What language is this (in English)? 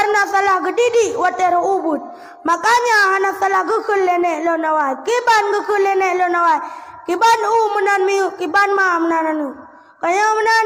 Achinese